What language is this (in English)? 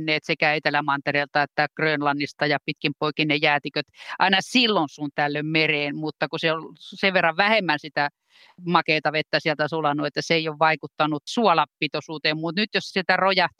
Finnish